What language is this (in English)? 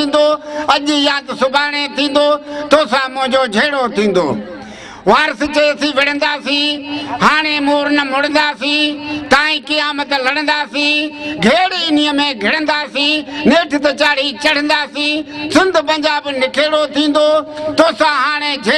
Sindhi